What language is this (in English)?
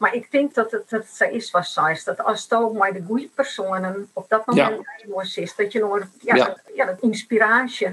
Western Frisian